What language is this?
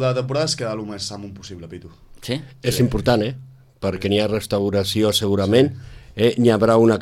Catalan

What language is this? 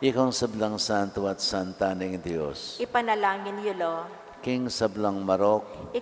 Pampanga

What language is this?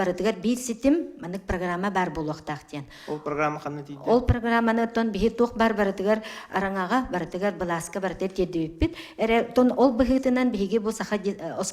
Yakut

